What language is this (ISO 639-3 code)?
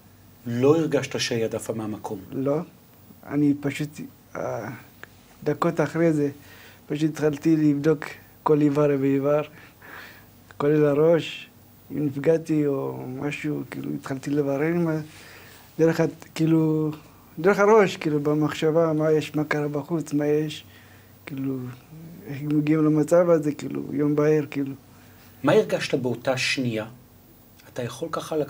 heb